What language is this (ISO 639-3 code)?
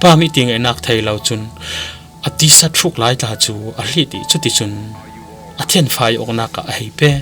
cfm